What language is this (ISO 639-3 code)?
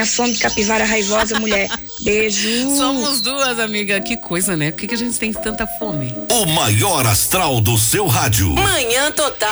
por